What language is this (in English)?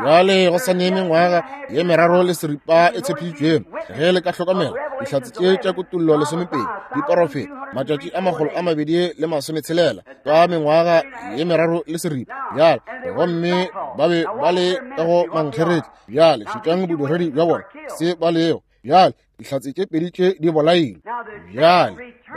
Northern Sotho